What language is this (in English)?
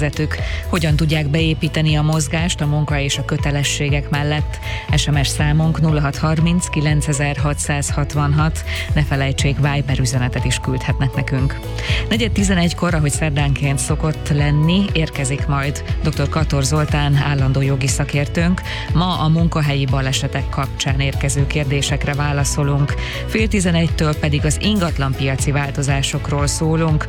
Hungarian